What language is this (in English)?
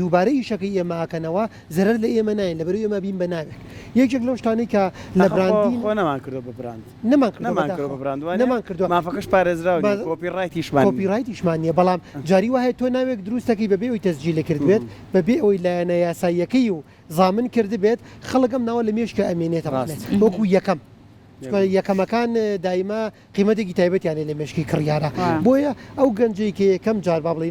Central Kurdish